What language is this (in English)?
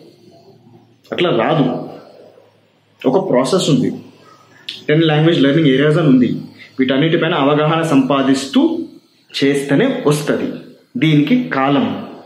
Telugu